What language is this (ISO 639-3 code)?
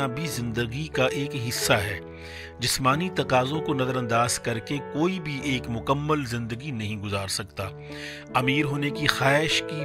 urd